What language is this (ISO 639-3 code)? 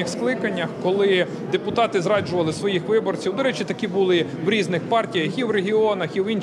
ukr